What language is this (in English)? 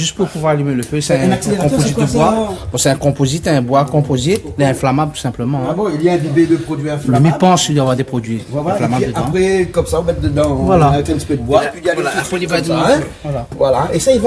Réunion Creole French